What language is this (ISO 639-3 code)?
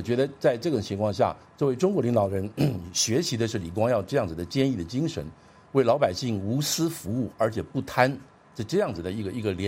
zho